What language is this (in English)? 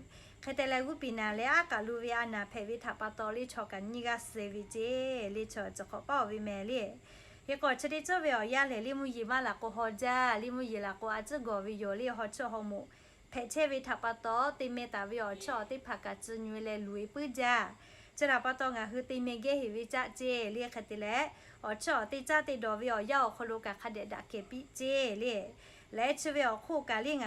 Lahu